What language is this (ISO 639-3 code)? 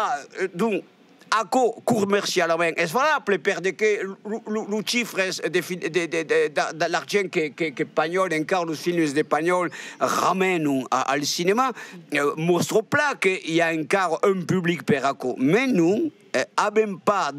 oci